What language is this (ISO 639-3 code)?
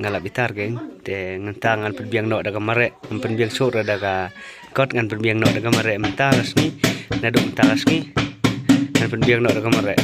kha